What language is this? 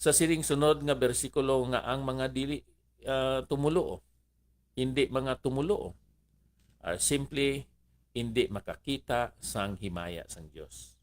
Hiligaynon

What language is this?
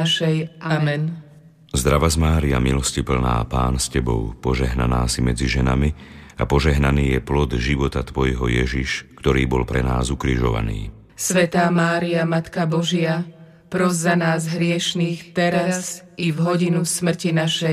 Slovak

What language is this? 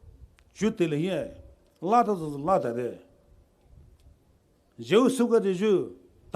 Poumei Naga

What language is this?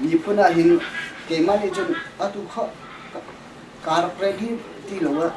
Hakha Chin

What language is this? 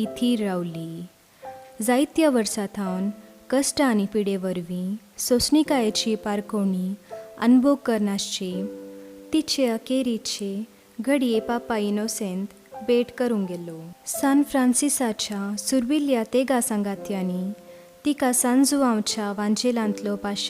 Konkani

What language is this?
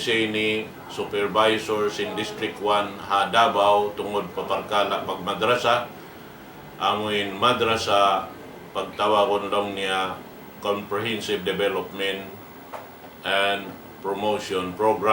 Tausug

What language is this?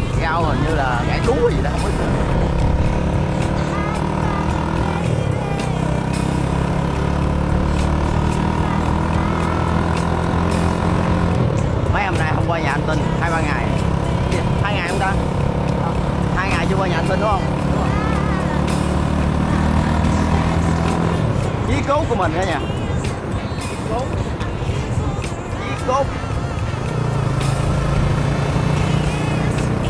Vietnamese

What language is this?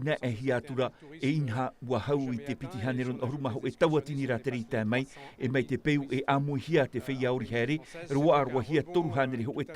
Tahitian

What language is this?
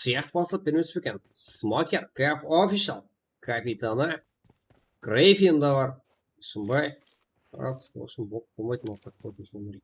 Kara-Kalpak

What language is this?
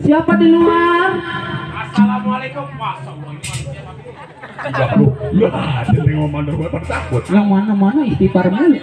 Betawi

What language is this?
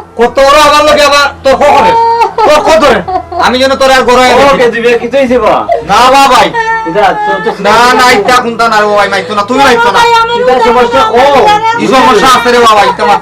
Sylheti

